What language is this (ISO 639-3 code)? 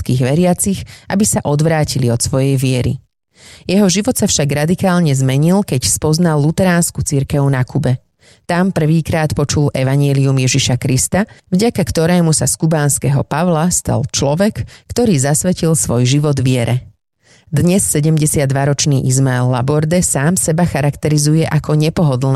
slk